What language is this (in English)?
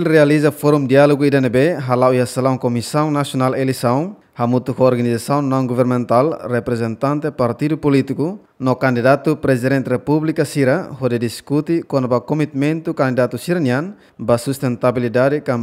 Tetum